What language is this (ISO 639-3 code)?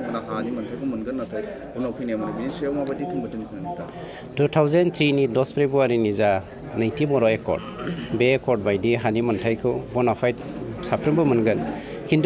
brx